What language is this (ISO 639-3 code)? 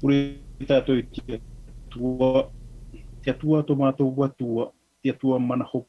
tah